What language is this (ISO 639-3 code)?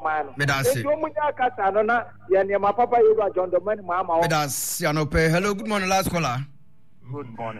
aka